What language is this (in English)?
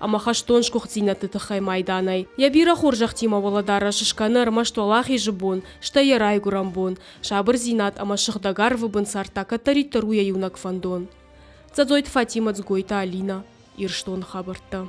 Ossetic